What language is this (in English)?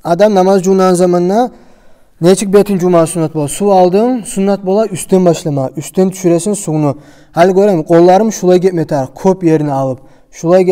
Kumyk